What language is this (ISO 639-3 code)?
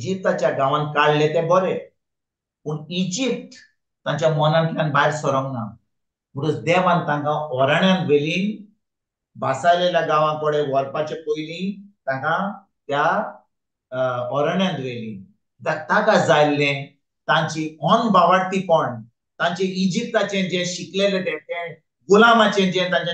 kok